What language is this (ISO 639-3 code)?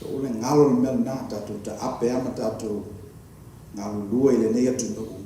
smo